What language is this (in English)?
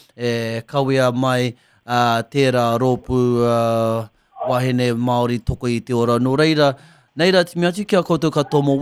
Māori